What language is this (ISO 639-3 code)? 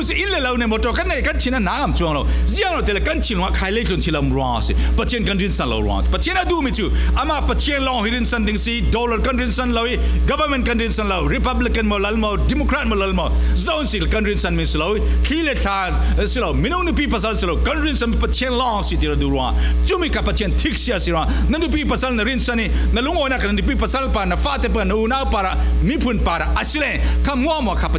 cfm